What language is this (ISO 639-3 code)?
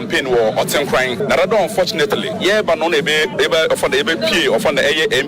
aka